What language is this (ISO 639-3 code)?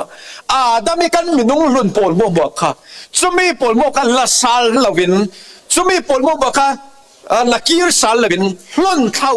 cfm